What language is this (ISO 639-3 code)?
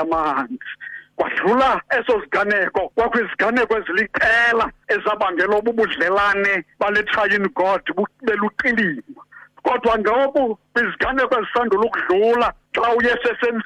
xho